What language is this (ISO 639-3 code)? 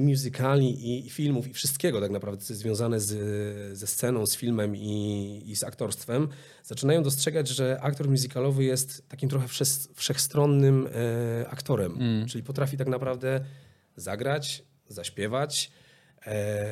pol